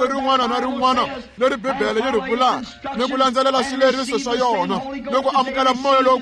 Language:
Tsonga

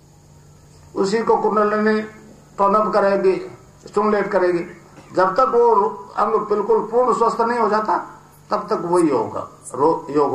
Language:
Hindi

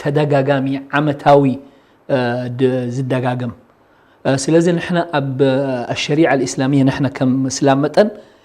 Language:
Tigrinya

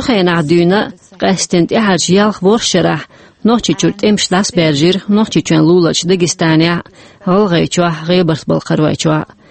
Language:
Chechen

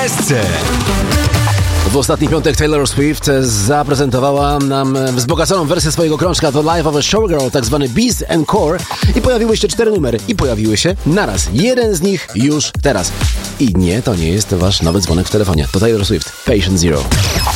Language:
Polish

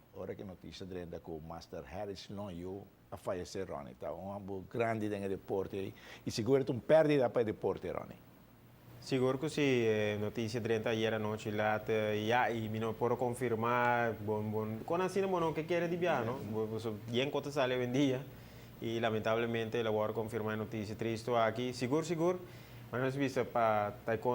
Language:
Papiamento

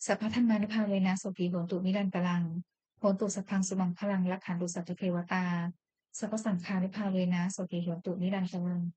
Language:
Pali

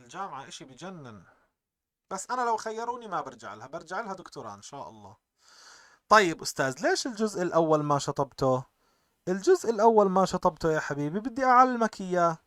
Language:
North Levantine Arabic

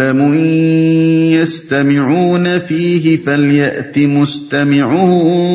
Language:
Urdu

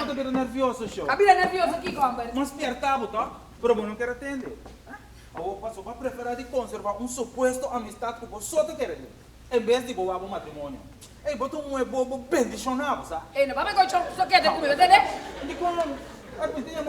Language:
Papiamento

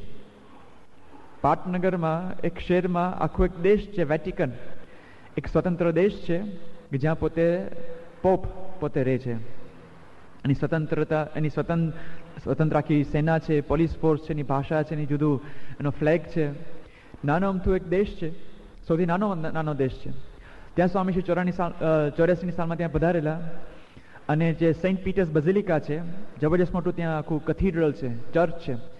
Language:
Gujarati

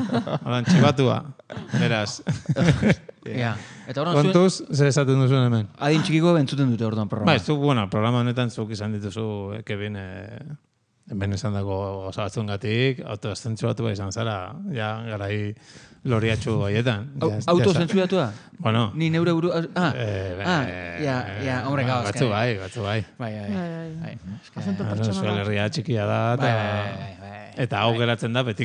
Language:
Basque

